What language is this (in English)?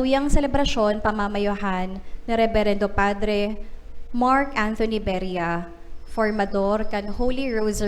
Bikol